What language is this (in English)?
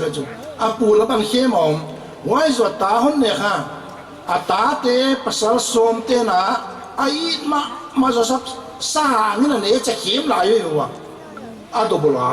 Paite Chin